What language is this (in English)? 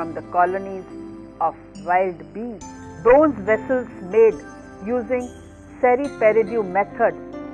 English